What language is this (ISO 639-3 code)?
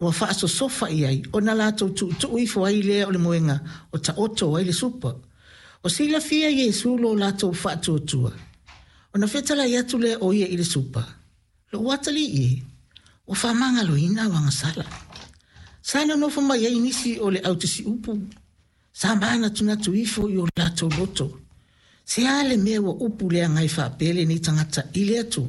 smo